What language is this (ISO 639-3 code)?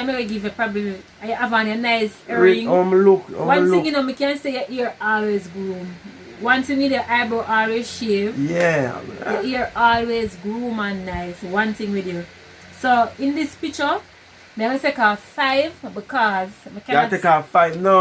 jam